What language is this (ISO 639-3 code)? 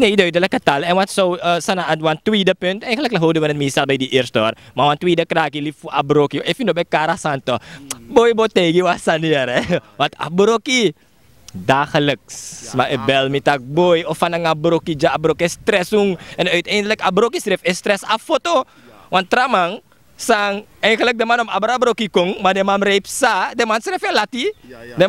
srn